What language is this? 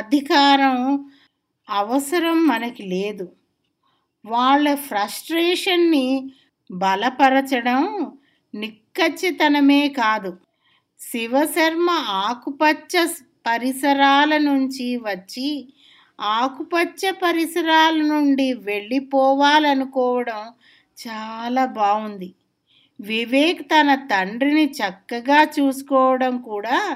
Telugu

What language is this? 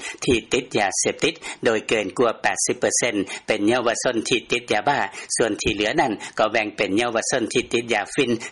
Lao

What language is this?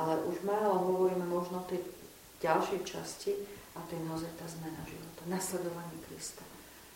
Slovak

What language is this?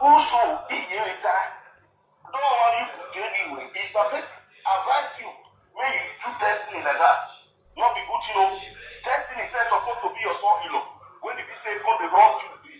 Nigerian Pidgin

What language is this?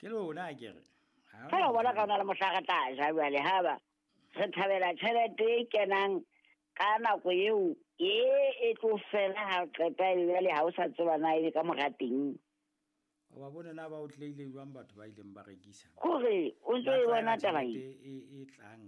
Southern Sotho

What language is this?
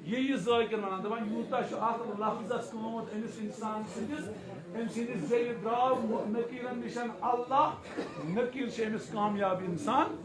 Kashmiri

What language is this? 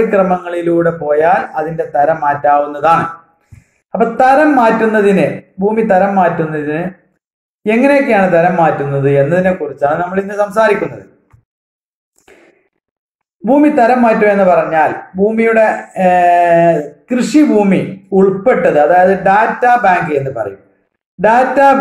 Malayalam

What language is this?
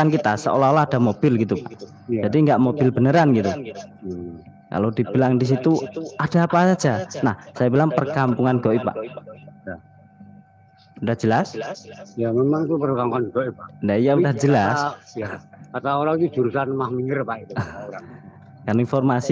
Indonesian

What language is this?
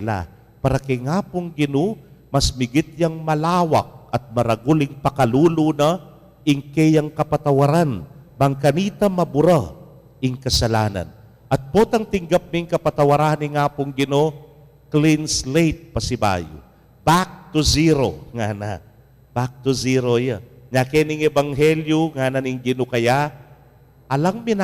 Pampanga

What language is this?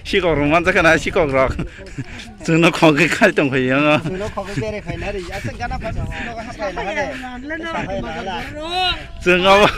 Kok Borok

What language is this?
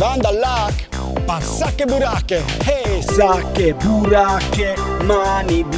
Friulian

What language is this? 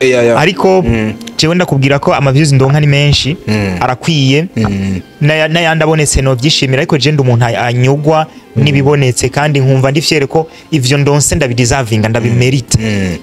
Rundi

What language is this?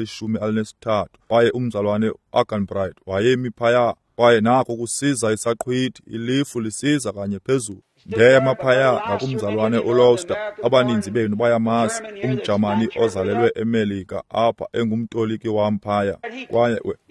Xhosa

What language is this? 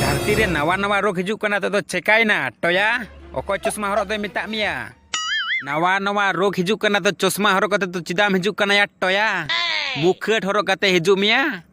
Santali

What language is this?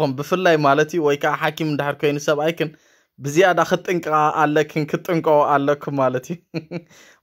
Tigrinya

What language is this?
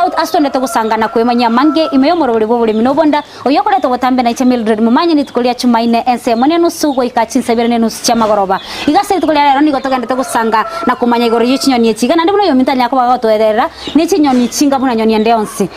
Gusii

